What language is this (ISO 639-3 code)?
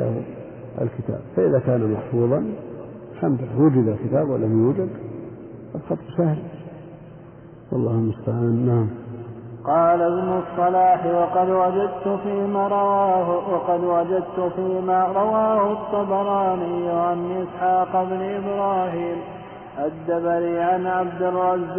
ara